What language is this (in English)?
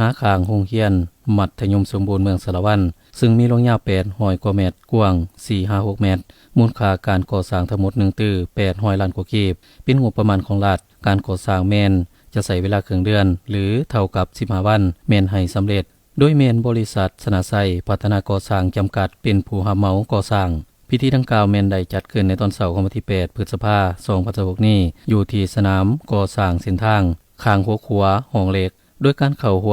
Lao